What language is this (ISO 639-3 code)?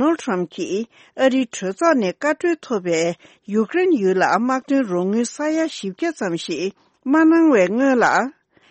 bod